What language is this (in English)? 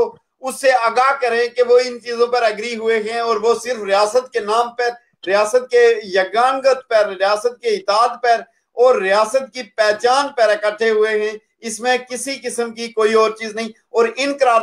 Urdu